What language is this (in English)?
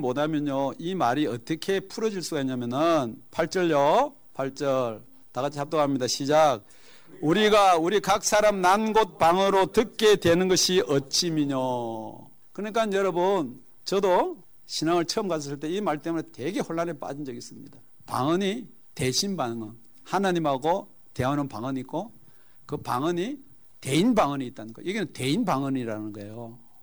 Korean